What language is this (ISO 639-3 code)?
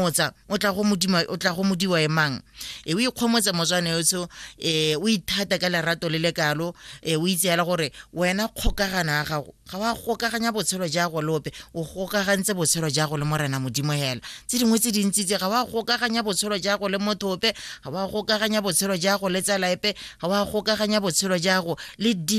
tsn